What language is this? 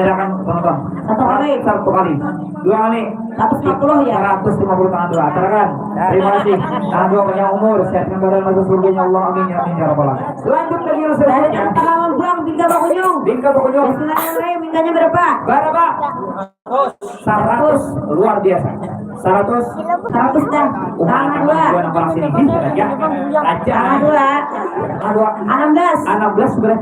Banjar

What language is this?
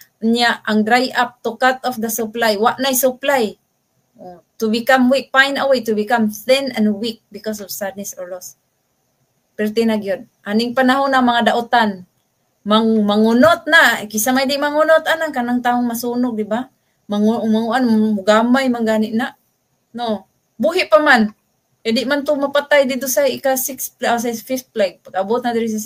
Cebuano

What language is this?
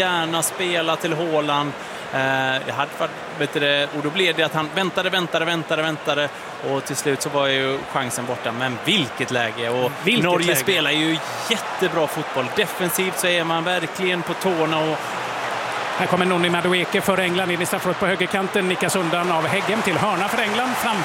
Swedish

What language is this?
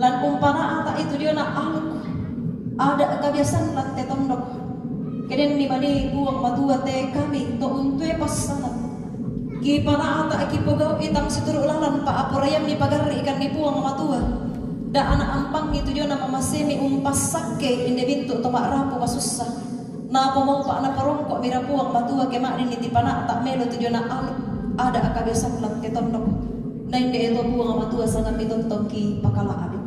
Toraja-Sa'dan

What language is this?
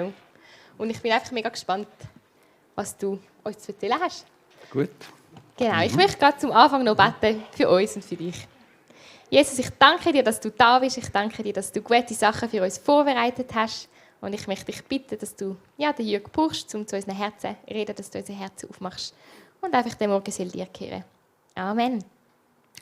Swiss German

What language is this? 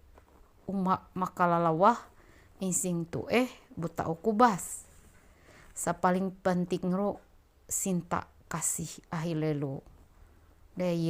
Ma'anyan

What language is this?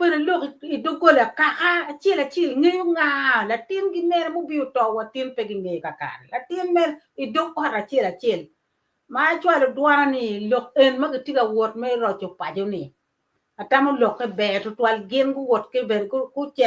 Acoli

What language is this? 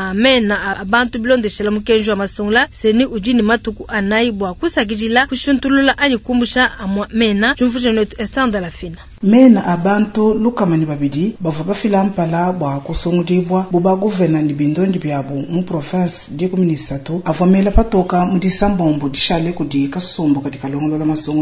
Luba-Lulua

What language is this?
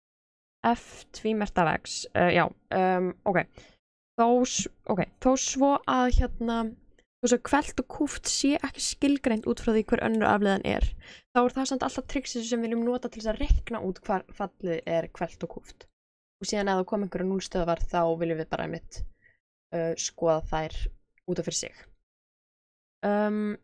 Icelandic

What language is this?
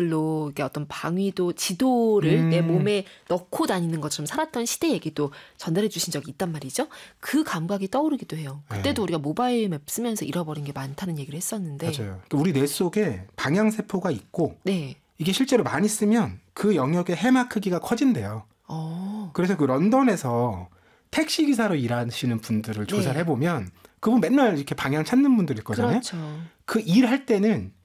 Korean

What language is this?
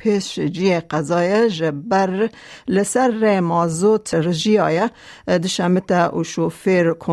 Kurdish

